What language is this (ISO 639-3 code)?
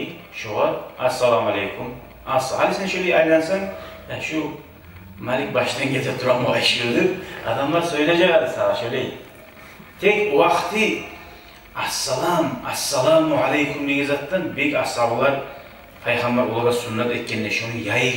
kum